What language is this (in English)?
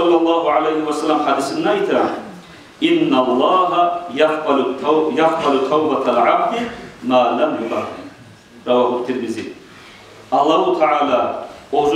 Kumyk